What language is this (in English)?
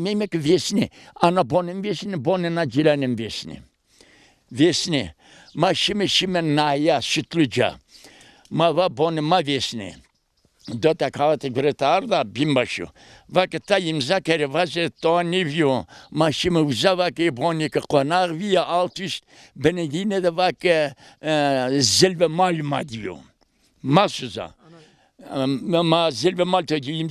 Zaza